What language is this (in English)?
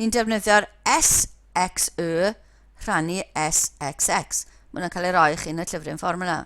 Welsh